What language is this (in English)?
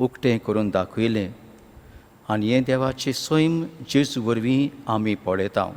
Konkani